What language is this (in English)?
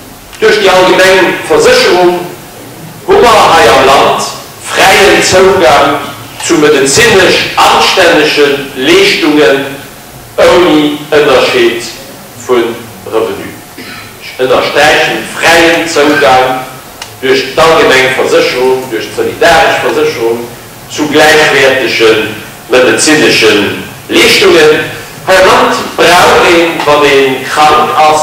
Luxembourgish